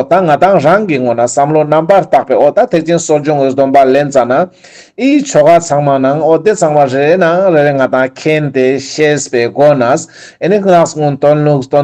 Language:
Ladakhi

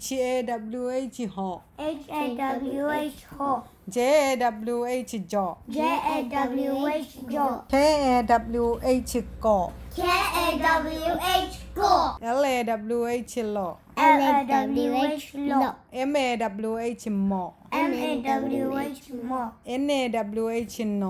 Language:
Tedim Chin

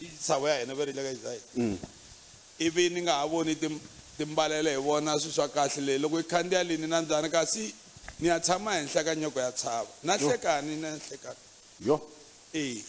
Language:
Tsonga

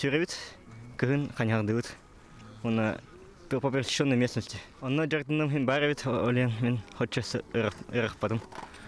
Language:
Yakut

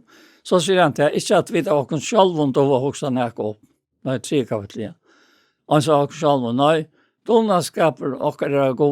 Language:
Faroese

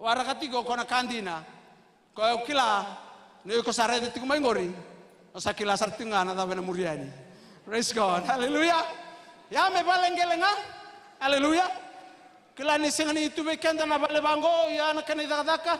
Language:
Fijian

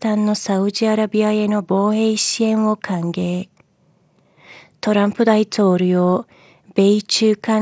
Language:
Japanese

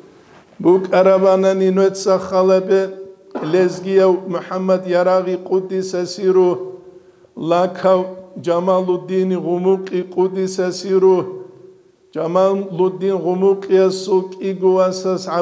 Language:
Avaric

